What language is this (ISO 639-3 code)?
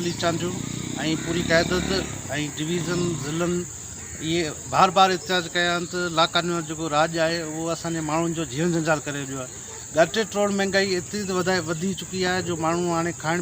snd